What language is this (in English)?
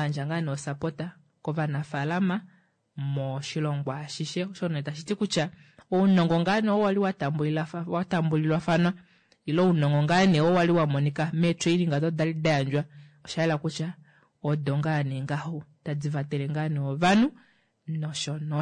Kuanyama